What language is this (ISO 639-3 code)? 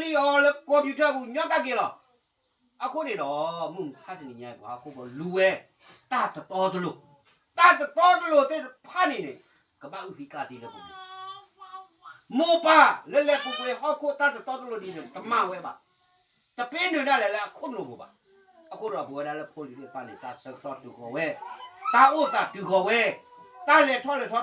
ksw